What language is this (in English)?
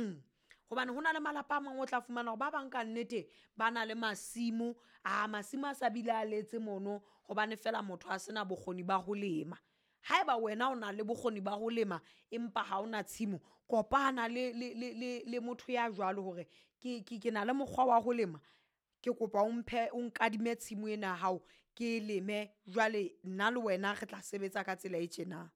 Southern Sotho